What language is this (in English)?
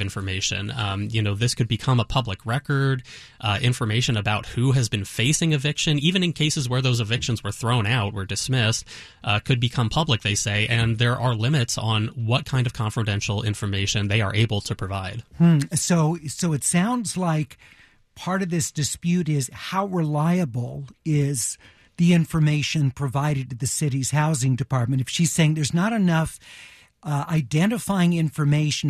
English